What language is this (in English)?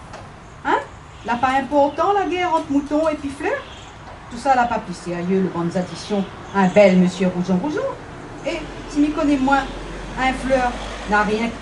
Réunion Creole French